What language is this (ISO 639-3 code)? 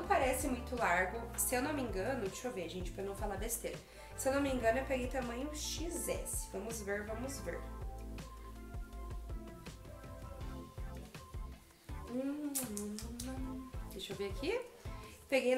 por